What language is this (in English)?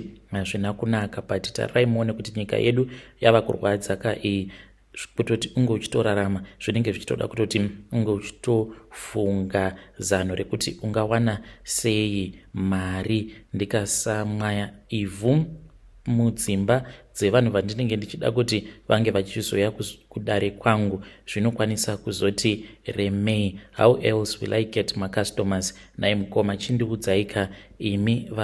Shona